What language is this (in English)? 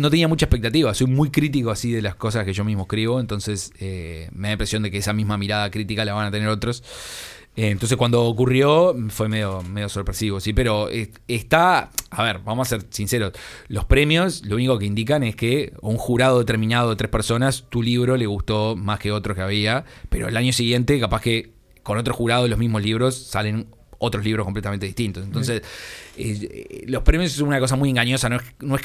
Spanish